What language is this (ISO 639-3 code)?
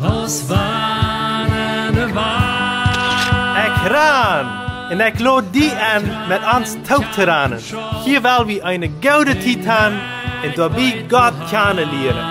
pdt